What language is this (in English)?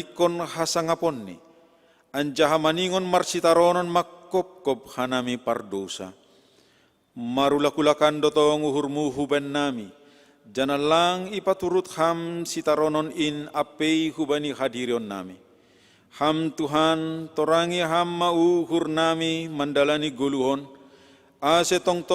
Batak Simalungun